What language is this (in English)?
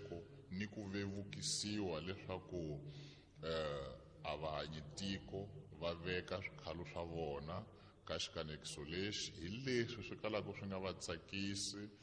Tsonga